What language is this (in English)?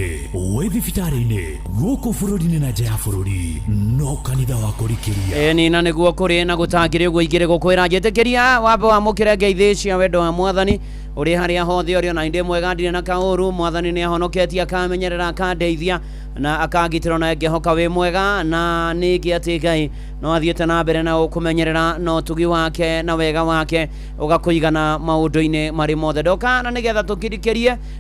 Kikuyu